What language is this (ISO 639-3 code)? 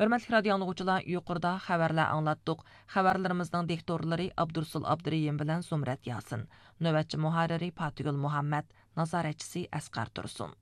uig